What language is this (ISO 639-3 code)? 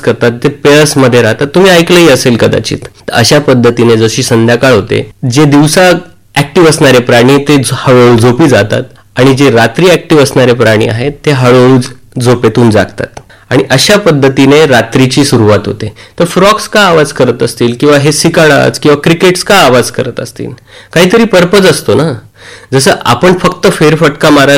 mar